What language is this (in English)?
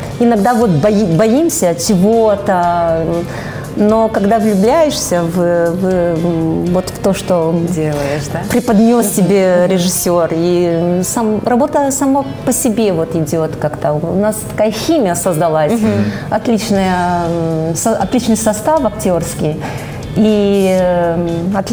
Russian